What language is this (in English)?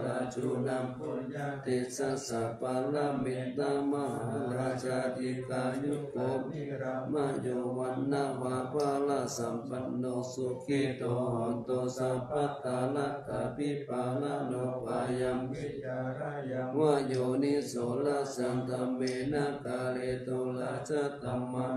Pali